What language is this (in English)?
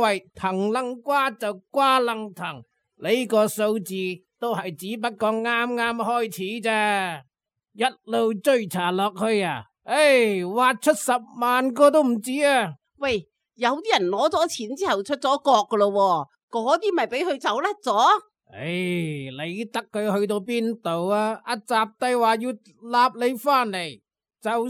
Cantonese